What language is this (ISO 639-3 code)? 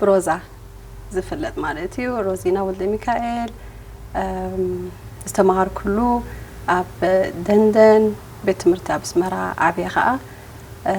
tir